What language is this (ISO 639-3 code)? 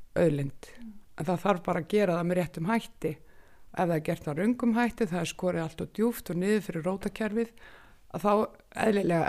isl